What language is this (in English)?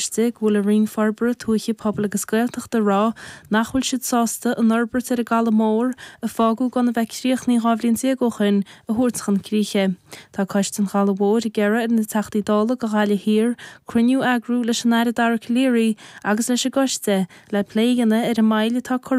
Irish